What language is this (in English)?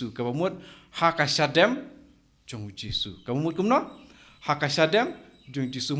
Khasi